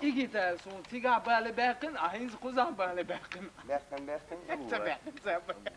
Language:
Chechen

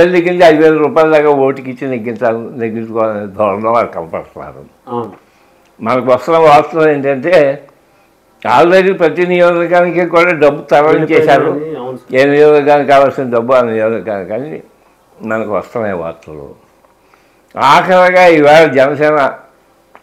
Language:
Telugu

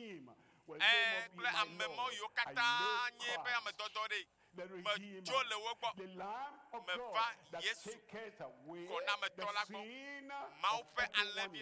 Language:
Ewe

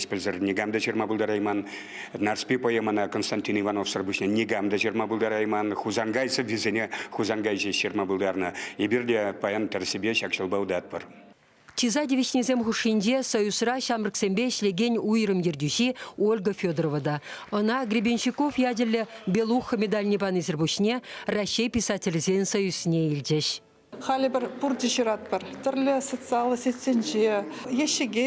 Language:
Chuvash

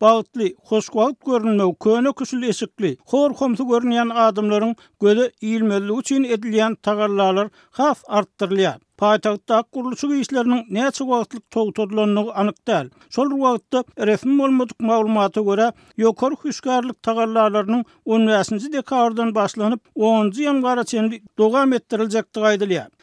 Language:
Turkmen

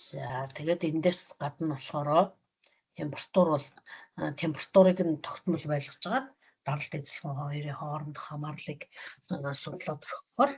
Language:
Mongolian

